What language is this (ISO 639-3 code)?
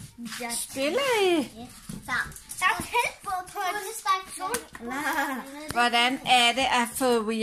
dan